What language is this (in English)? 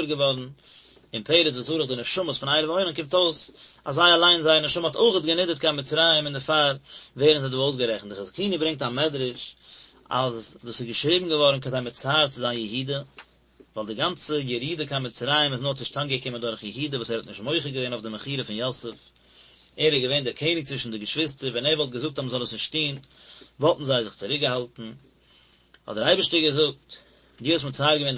Yiddish